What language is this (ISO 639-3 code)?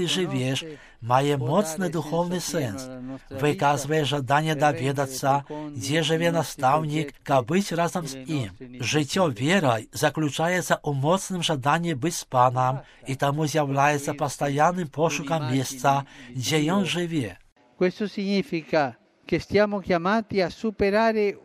bel